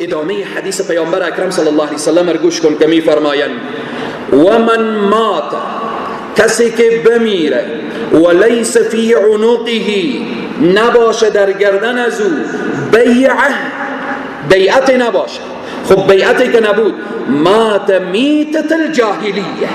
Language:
Persian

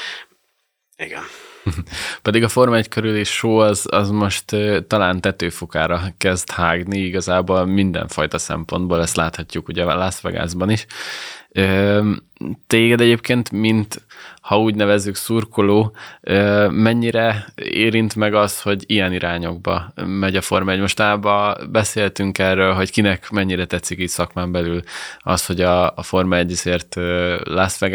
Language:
Hungarian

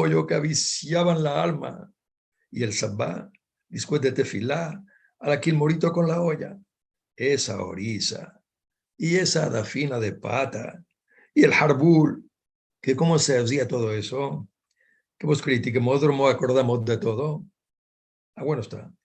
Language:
Ladino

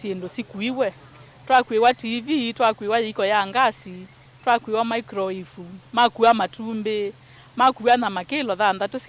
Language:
Kamba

